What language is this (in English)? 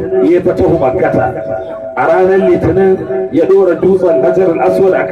Hausa